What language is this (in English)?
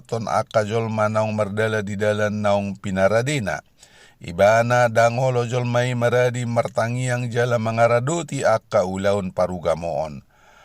Batak Toba